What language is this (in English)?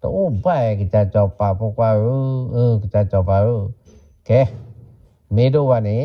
S'gaw Karen